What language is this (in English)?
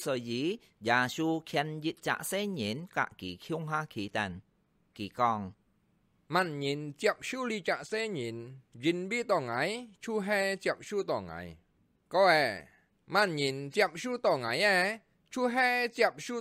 Hakka Chinese